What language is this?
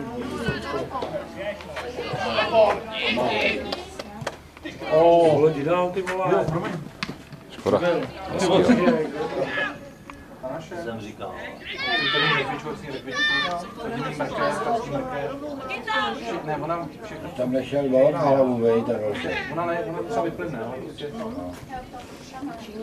Czech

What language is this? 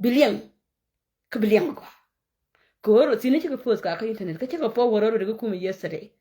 Nuer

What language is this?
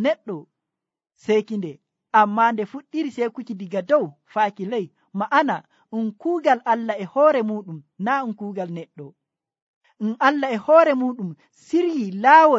Nigerian Fulfulde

